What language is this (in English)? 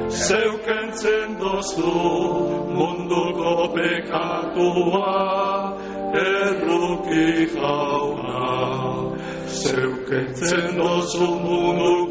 Basque